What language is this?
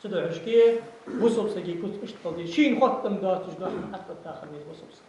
Ingush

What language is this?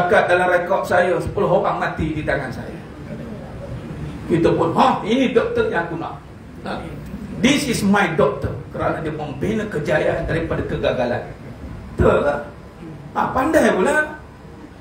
Malay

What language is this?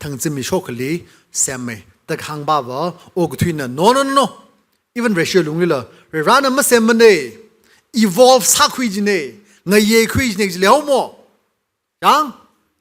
Tangkhul Naga (India)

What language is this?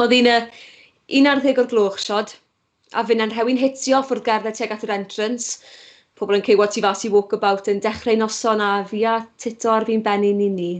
Welsh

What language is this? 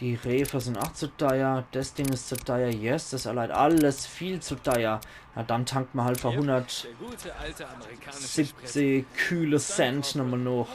Palatine German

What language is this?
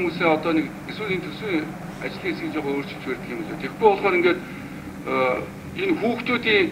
Mongolian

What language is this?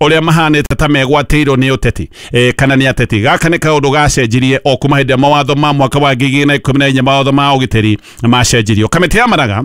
Kikuyu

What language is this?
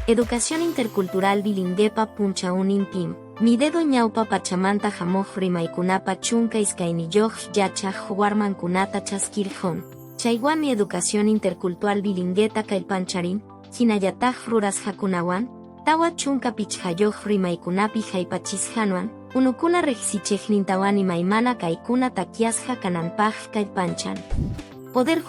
Quechua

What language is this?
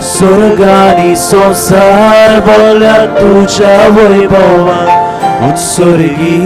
Konkani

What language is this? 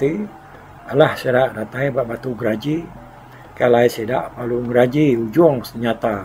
Iban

